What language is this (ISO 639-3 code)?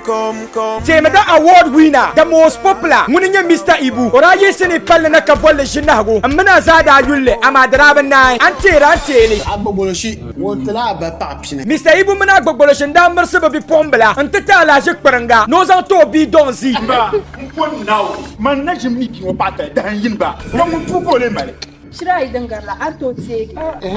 dag